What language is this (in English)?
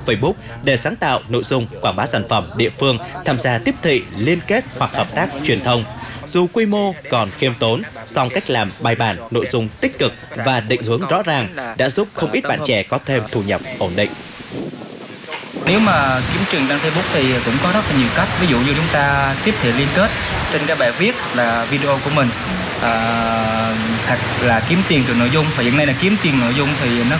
Vietnamese